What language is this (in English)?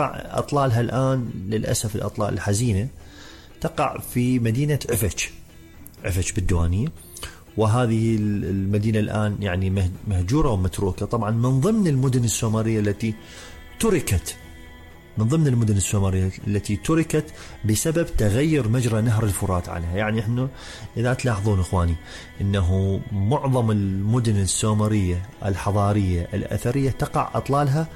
Mesopotamian Arabic